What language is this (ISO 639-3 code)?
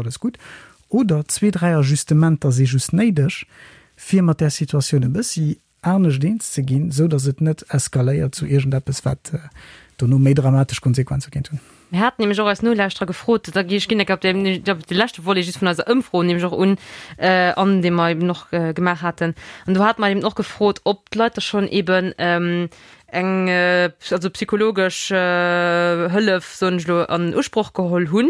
ltz